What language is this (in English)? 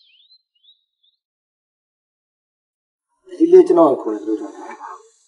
Burmese